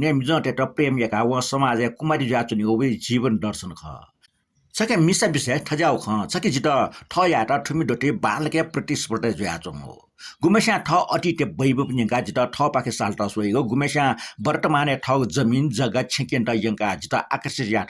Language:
Newari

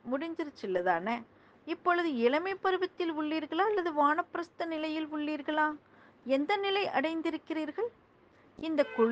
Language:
Tamil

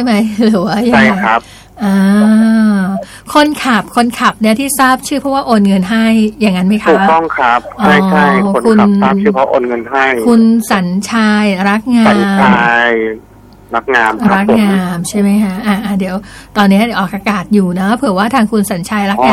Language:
Thai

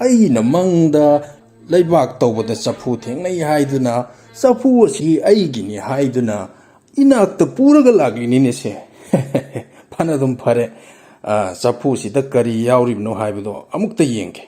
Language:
Manipuri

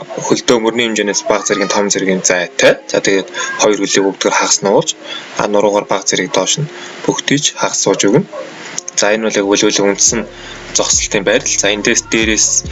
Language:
Mongolian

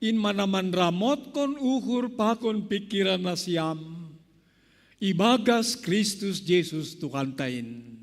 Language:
Batak Simalungun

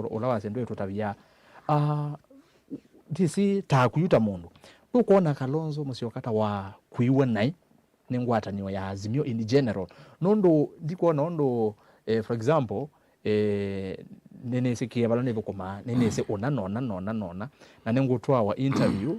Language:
Kamba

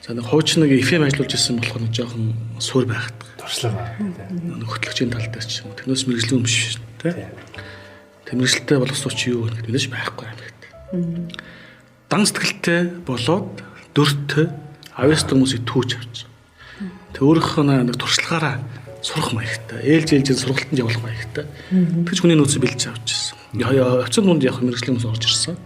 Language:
Mongolian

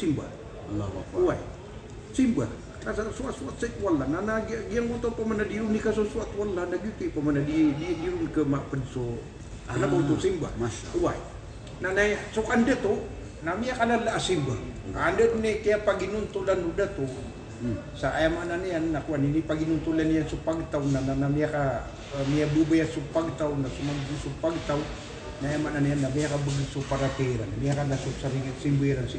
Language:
Maranao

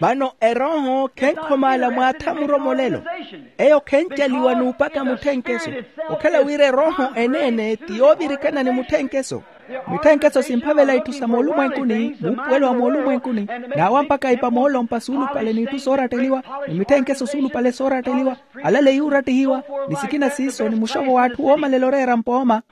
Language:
Makhuwa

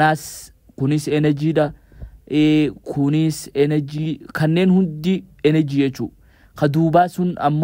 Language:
Oromo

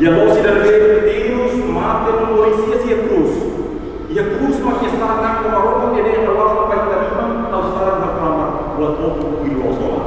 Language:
Tetum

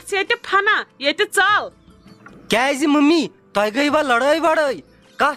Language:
Kashmiri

